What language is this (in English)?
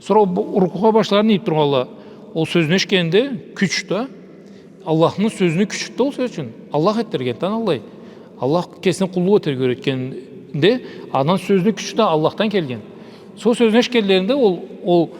Karachay-Balkar